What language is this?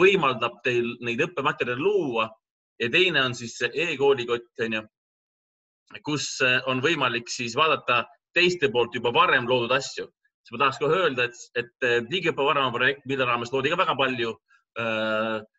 Estonian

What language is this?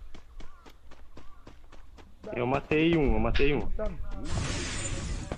Portuguese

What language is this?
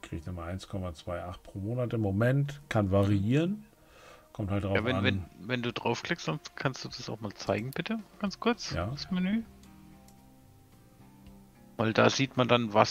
German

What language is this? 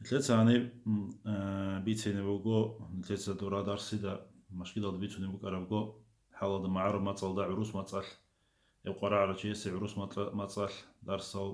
Avaric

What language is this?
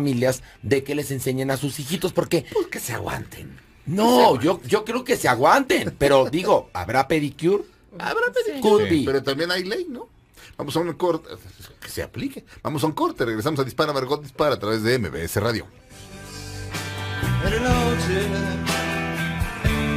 Spanish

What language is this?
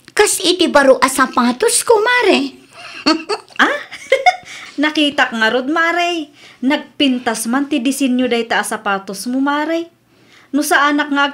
Iloko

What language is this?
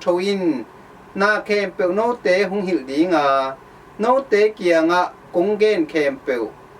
Tedim Chin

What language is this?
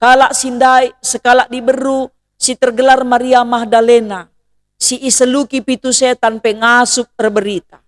Batak Karo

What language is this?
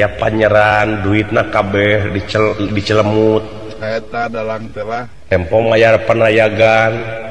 Sundanese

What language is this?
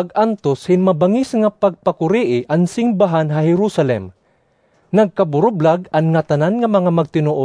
Waray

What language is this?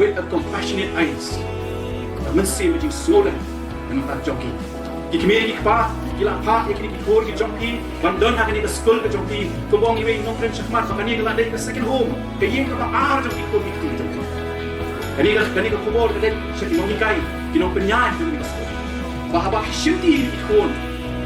Khasi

